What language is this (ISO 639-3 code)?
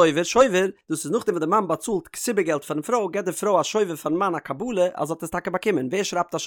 yid